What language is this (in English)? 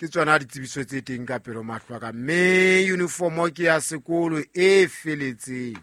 Southern Sotho